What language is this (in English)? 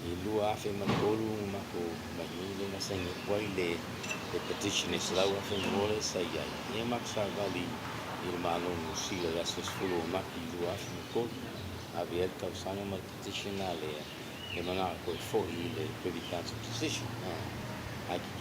Samoan